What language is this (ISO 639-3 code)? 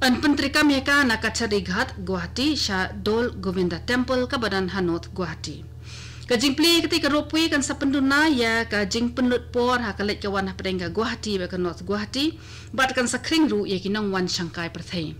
kha